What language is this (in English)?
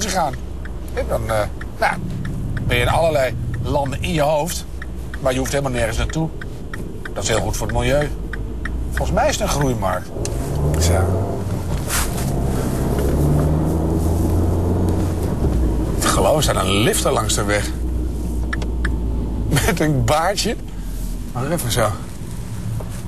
Dutch